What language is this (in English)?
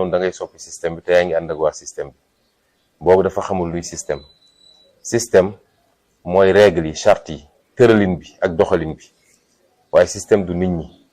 Wolof